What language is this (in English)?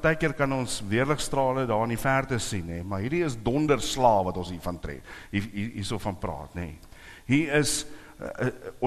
Afrikaans